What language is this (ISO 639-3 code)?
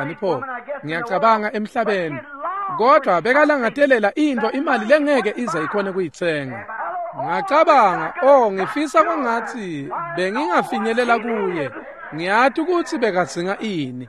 ssw